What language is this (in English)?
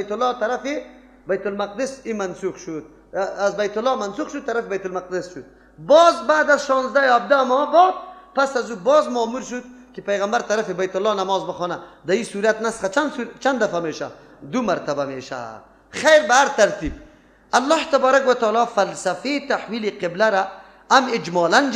Persian